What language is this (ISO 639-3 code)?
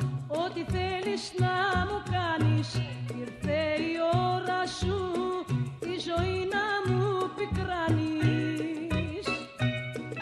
ell